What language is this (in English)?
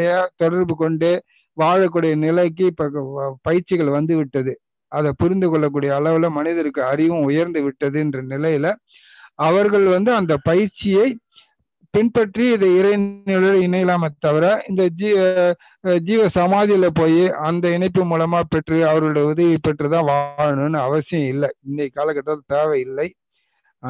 Tamil